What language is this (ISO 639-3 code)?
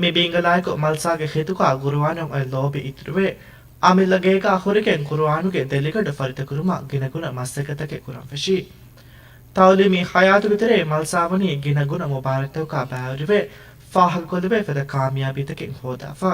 div